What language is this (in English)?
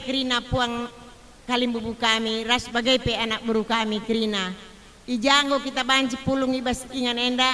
Batak Karo